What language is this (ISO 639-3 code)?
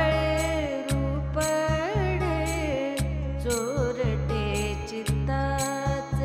mar